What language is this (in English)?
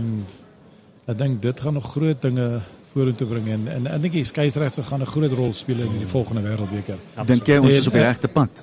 Afrikaans